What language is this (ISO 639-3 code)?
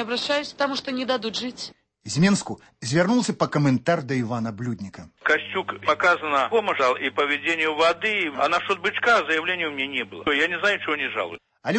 bel